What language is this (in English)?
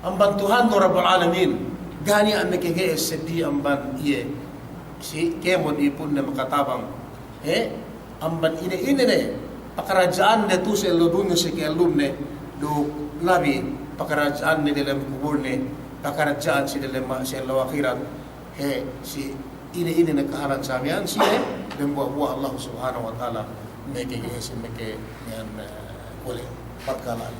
Yakan